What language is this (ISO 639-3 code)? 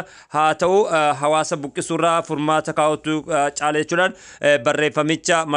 orm